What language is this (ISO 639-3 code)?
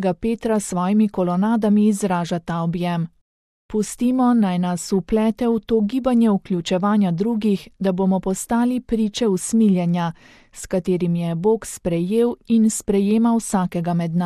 slv